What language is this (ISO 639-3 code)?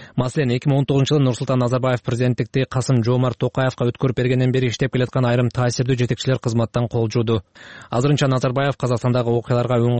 kir